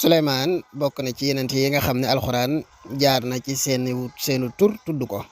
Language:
Wolof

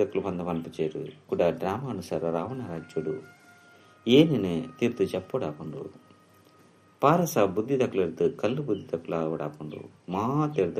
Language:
Tulu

